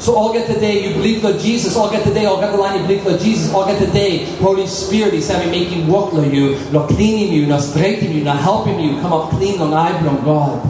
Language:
Tok Pisin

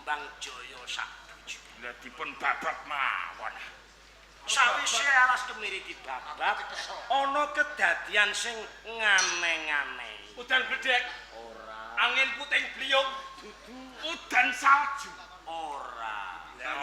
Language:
Javanese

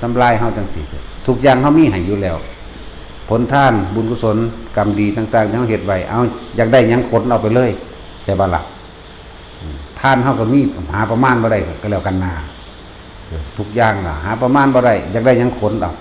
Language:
Northeastern Thai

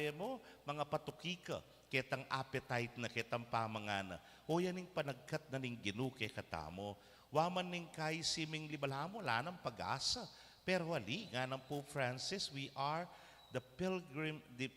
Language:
Pampanga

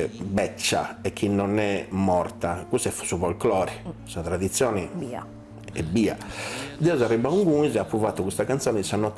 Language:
Sardinian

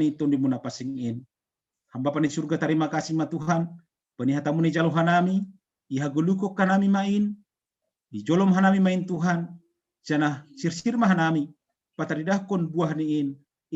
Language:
Batak Simalungun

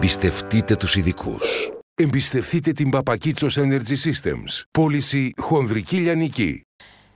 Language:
Greek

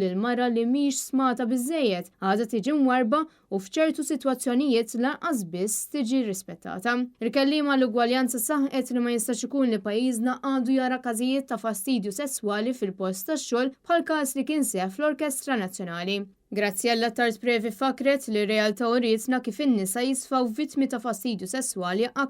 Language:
Maltese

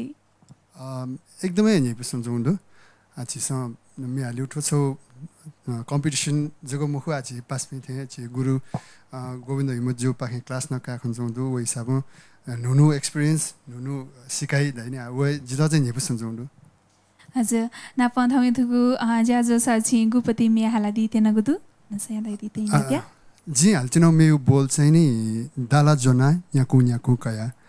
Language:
Newari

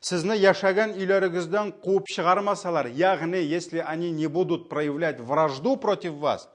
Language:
Tatar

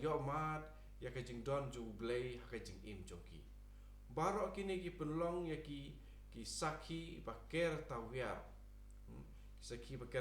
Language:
Khasi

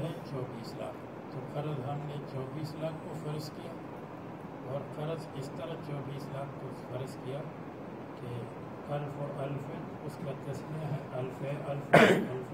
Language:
Urdu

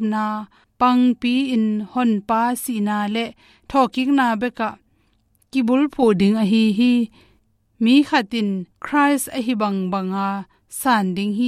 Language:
Tedim Chin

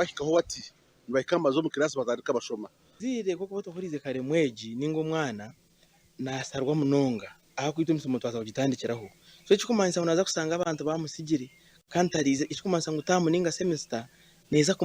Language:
Nyankole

